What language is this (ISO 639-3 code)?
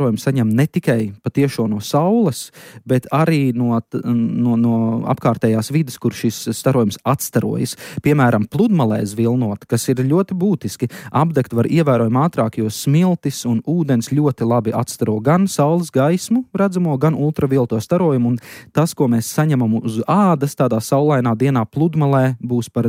lav